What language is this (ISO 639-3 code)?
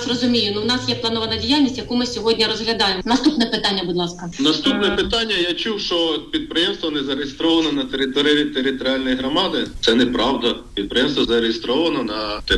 ukr